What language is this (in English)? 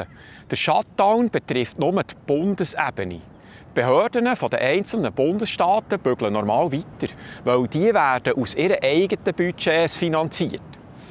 Swiss German